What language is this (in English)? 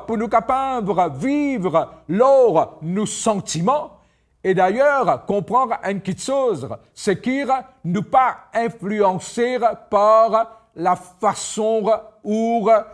Morisyen